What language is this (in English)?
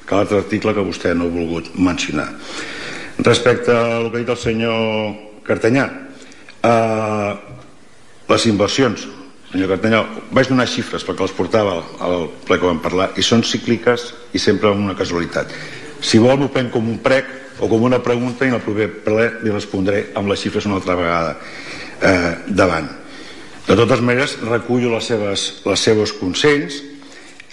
Catalan